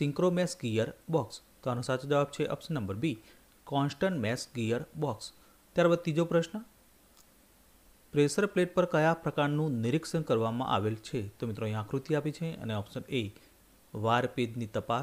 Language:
Gujarati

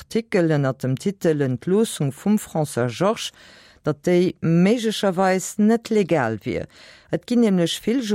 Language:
Luxembourgish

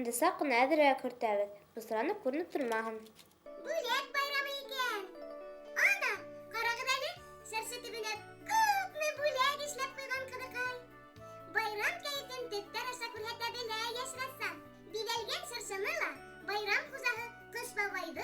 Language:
Bashkir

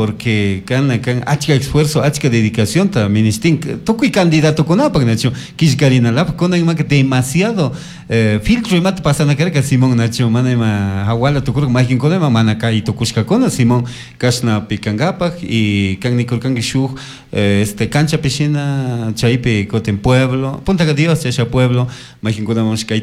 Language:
Chimborazo Highland Quichua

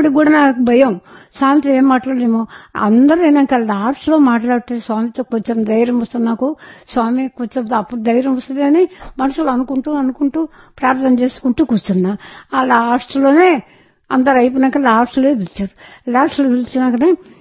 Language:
Telugu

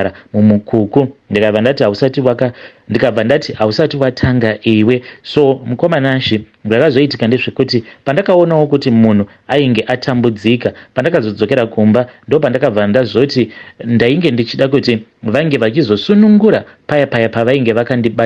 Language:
Shona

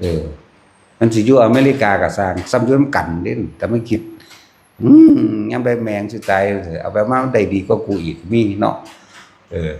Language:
Northeastern Thai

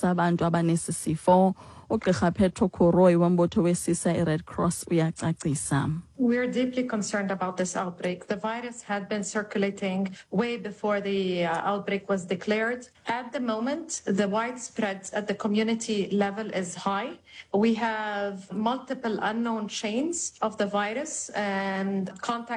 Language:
Xhosa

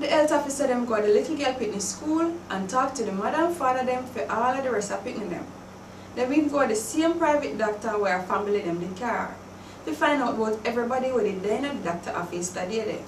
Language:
Jamaican Creole English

